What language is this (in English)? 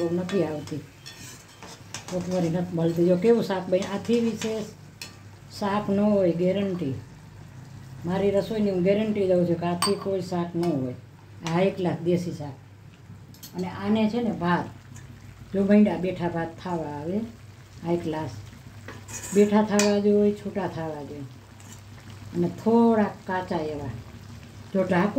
Gujarati